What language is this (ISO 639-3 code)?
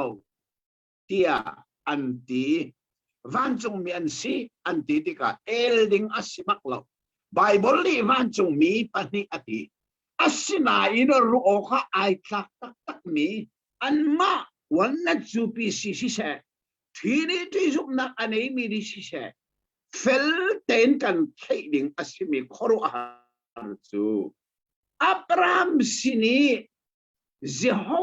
cnh